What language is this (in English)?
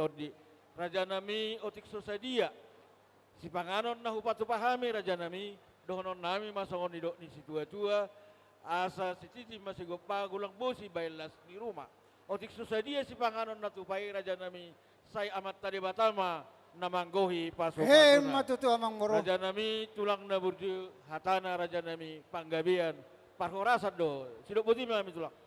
Batak Toba